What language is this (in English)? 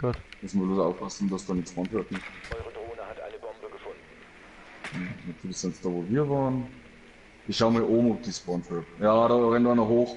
Bavarian